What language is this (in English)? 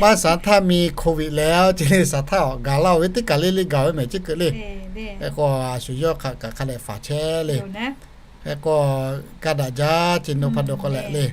Lahu